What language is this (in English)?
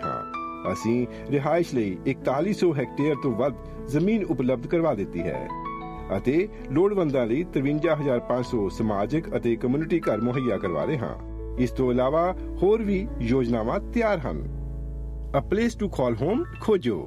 Punjabi